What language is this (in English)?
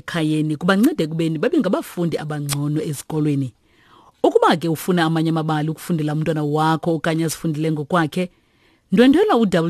Xhosa